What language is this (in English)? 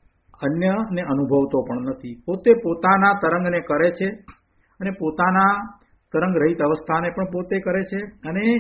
Gujarati